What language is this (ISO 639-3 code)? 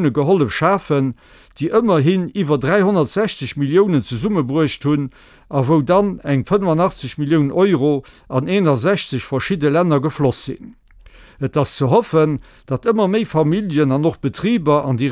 ltz